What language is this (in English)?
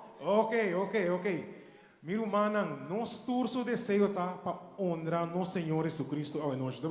Papiamento